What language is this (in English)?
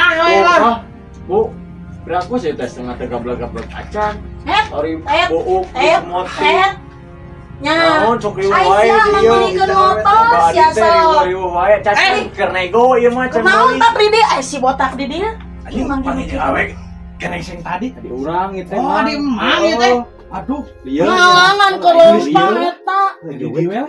Sundanese